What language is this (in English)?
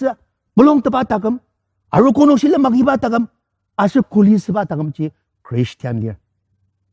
Ao Naga